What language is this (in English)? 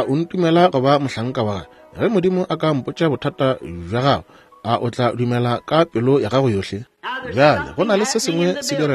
Northern Sotho